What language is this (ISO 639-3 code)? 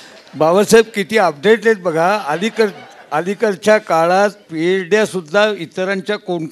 mar